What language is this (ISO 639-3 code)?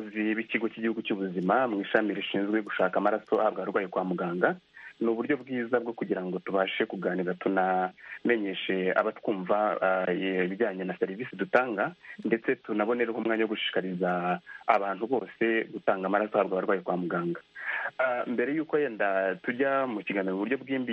kin